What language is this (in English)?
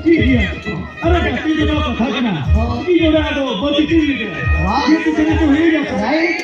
Santali